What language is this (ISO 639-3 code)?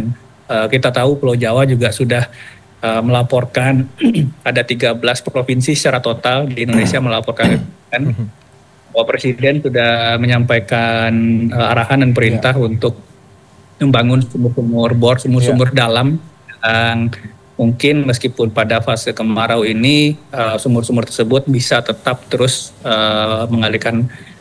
ind